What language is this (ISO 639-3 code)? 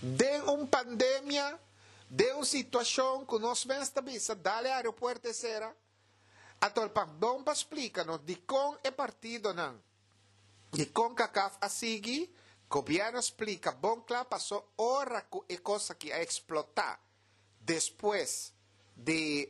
pap